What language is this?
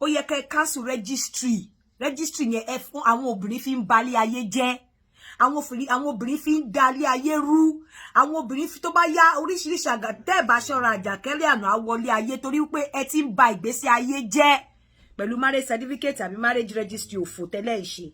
Yoruba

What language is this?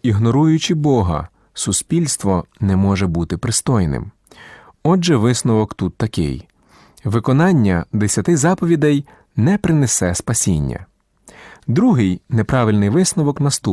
Ukrainian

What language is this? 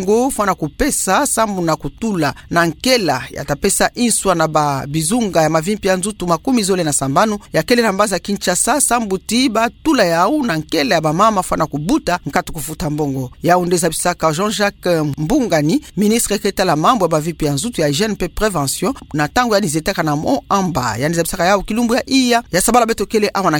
Kituba (Democratic Republic of Congo)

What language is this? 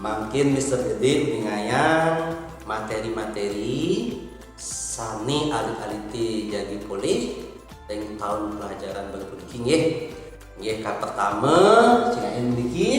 Balinese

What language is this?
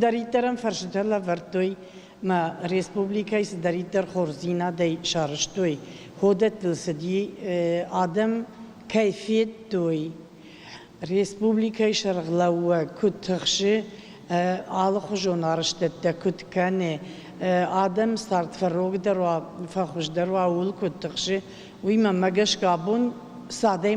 Ossetic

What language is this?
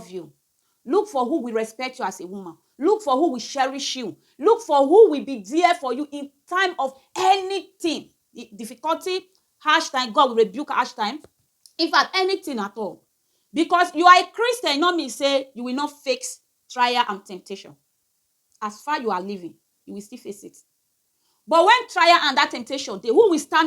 Nigerian Pidgin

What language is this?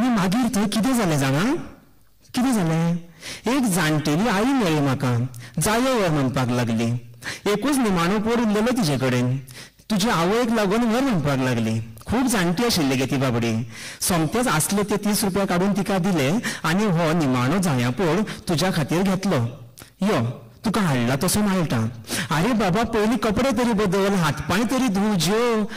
Konkani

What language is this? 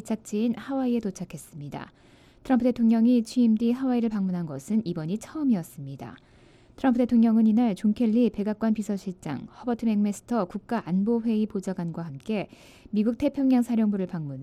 Korean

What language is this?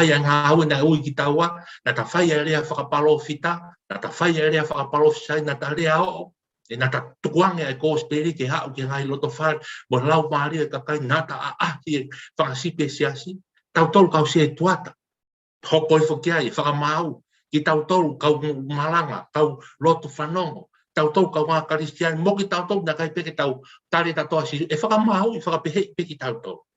Tongan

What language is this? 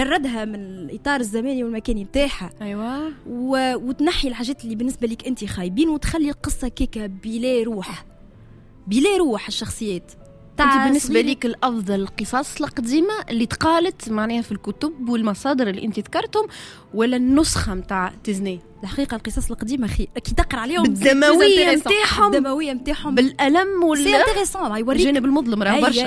Tunisian Arabic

